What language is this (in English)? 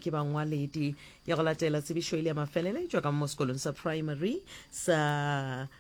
Northern Sotho